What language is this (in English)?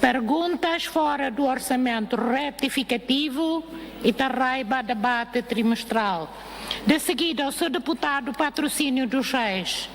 Tetum